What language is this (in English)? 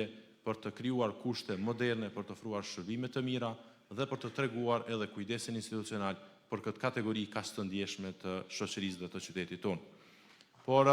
Albanian